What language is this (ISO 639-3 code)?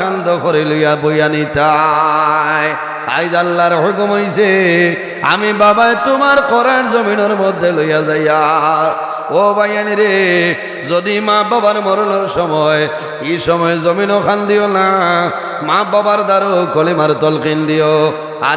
syl